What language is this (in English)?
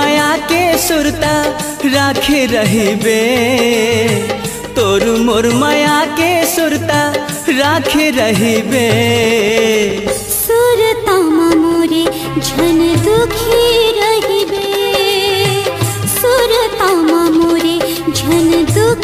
Chhattisgarhi